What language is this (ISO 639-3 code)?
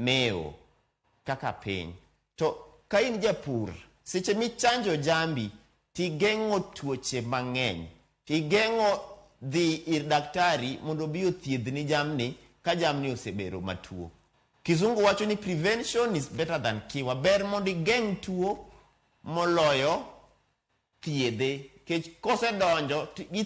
luo